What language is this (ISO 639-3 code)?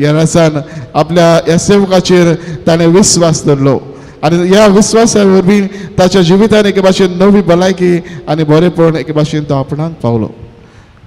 kok